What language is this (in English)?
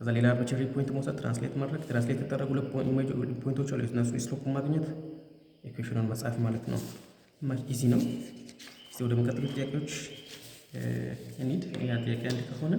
Amharic